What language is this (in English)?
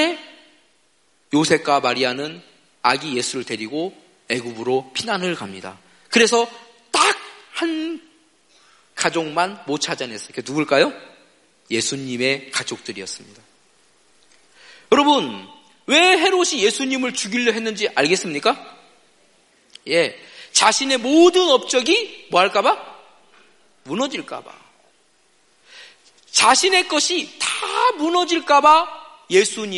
Korean